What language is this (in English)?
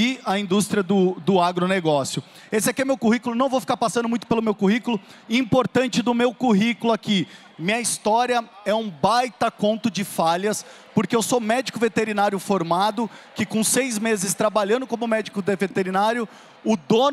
Portuguese